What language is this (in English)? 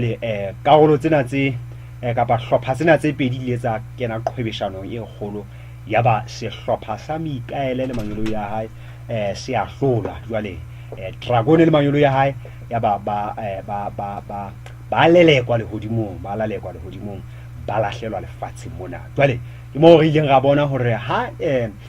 Southern Sotho